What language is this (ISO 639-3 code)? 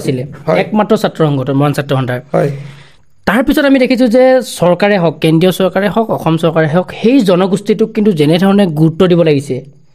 asm